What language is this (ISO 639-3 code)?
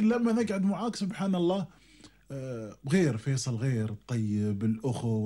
afb